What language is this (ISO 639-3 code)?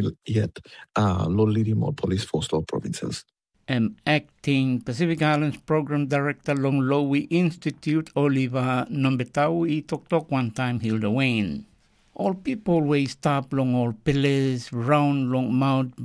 tpi